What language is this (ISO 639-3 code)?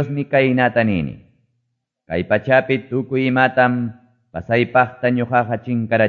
que